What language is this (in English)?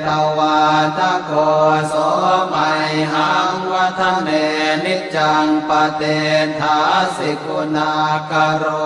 Pali